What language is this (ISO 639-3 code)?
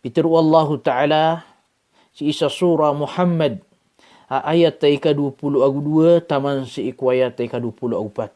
mrw